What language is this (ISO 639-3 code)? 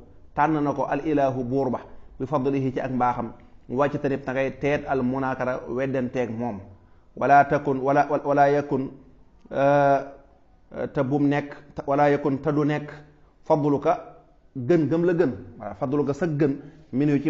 wol